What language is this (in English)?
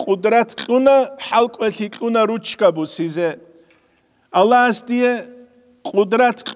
Avaric